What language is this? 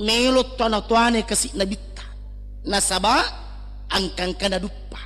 Buginese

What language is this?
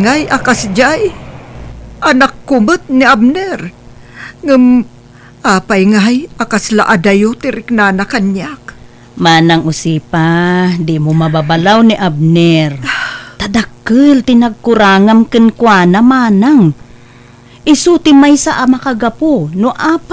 Iloko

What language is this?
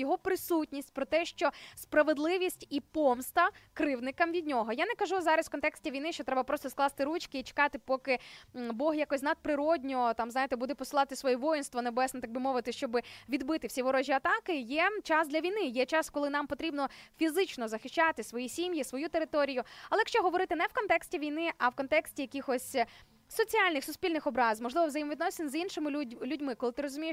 Ukrainian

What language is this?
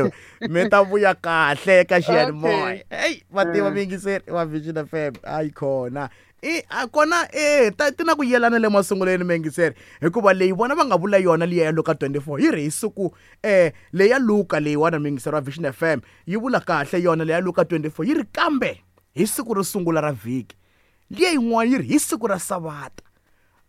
Tsonga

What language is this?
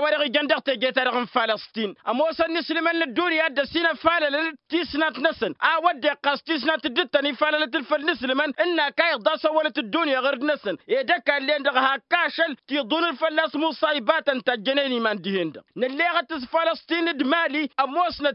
Tamasheq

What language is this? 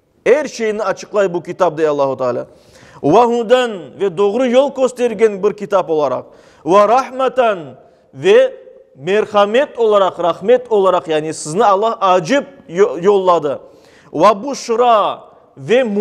Crimean Tatar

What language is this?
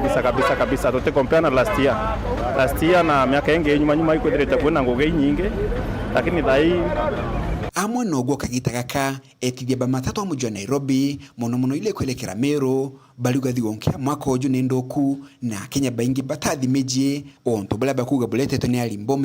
Meru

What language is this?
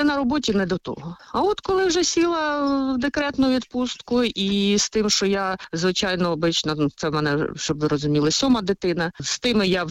Ukrainian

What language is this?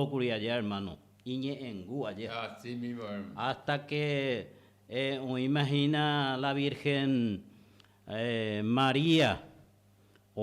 Guarani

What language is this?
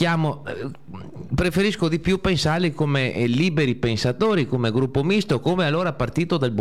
Italian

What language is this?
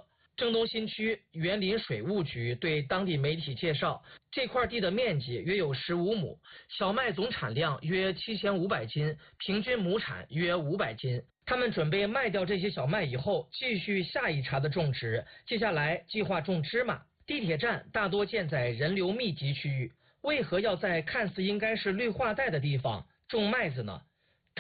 Chinese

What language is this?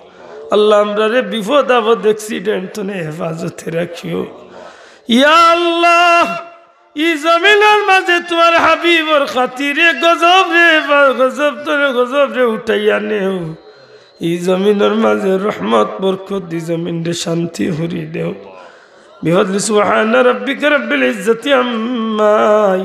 Sylheti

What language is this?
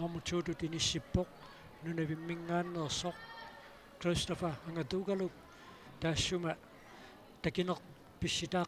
Kalaallisut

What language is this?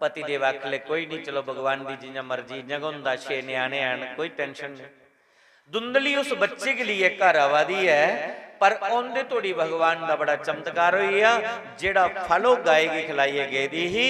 Dogri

